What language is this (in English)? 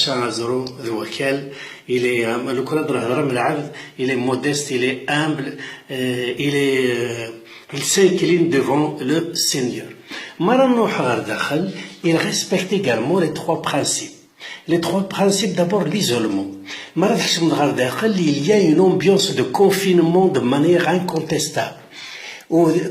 Kabyle